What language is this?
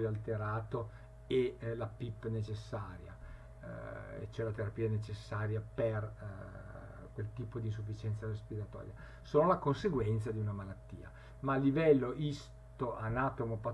Italian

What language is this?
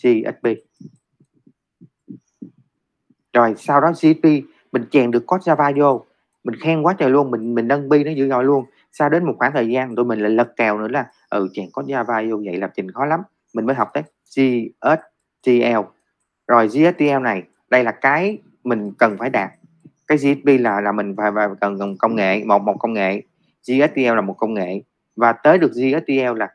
Vietnamese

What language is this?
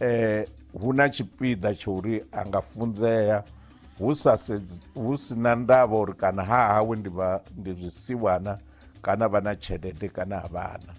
Venda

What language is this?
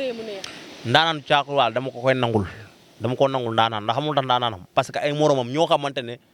Wolof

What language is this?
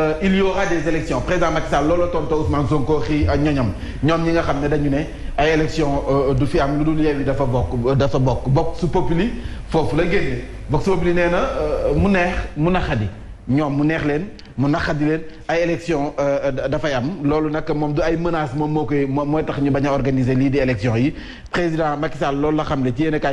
Wolof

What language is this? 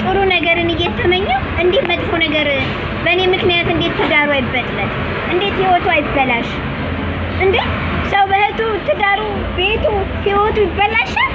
Amharic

